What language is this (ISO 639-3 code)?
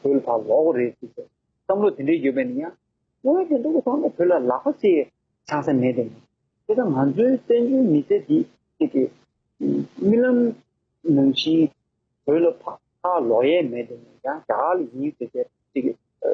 bod